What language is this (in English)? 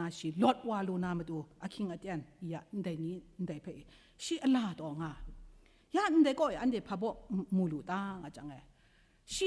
Kachin